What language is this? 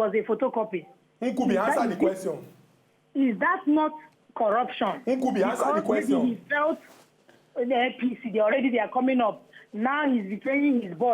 Nigerian Pidgin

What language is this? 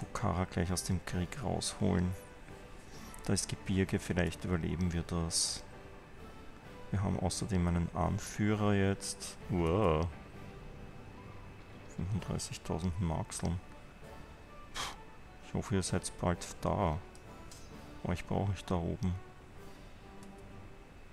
German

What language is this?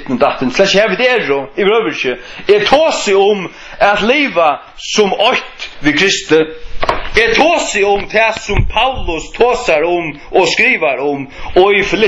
Faroese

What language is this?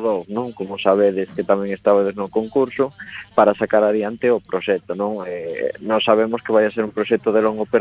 Galician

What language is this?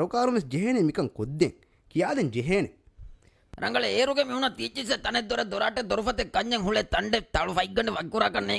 Divehi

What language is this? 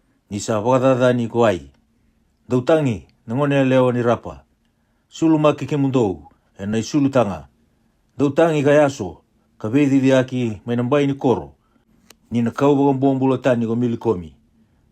Fijian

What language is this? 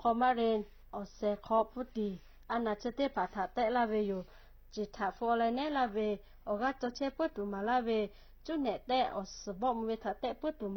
Lahu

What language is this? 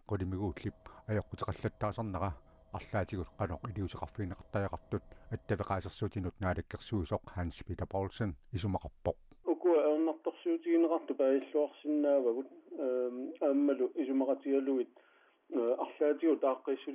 Kalaallisut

